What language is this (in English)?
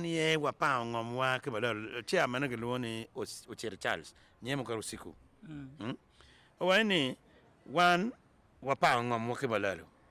Acoli